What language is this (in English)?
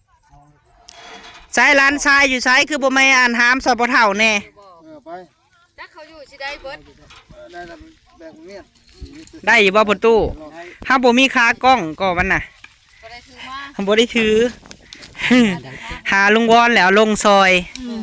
Lao